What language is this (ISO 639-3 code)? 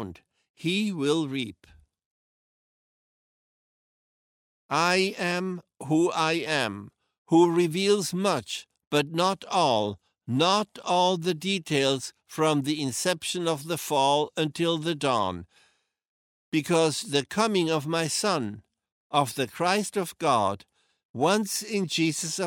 eng